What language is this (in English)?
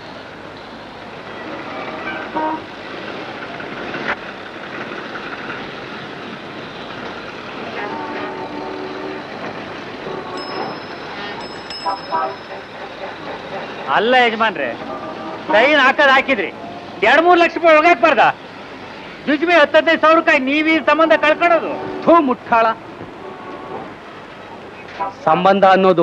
Kannada